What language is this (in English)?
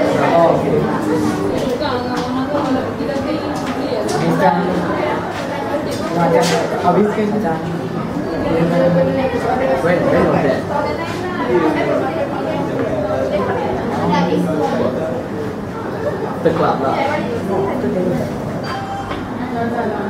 Malay